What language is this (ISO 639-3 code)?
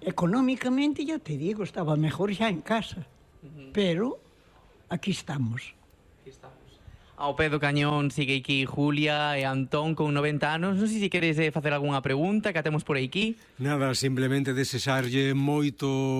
glg